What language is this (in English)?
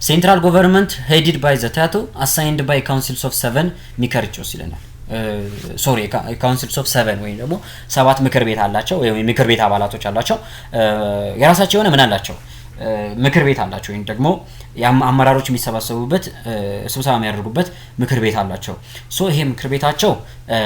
Amharic